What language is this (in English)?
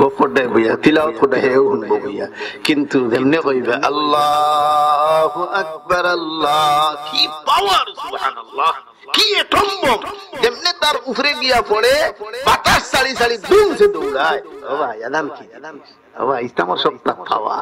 Sylheti